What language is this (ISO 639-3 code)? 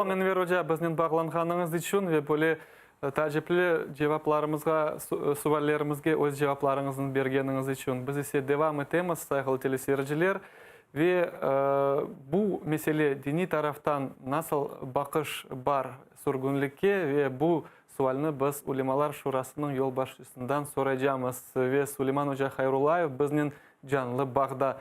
crh